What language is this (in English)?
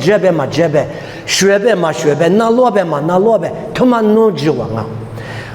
Lisu